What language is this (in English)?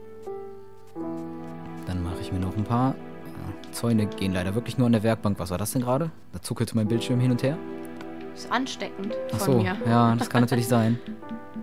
German